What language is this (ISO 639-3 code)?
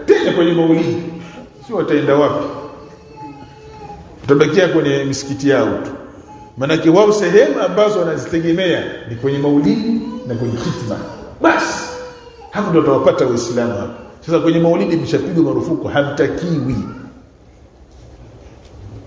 swa